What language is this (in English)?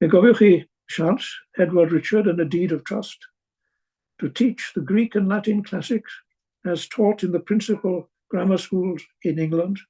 Welsh